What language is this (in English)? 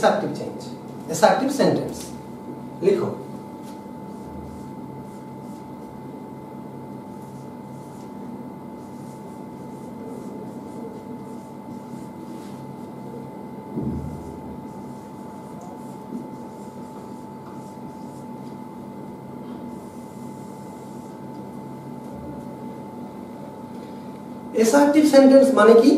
Bangla